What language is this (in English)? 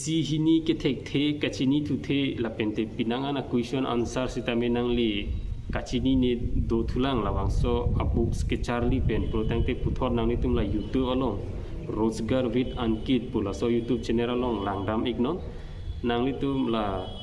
Karbi